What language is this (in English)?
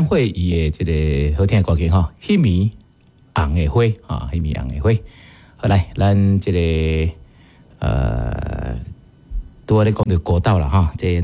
Min Nan Chinese